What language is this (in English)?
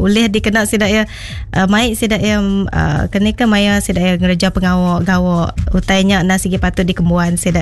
Iban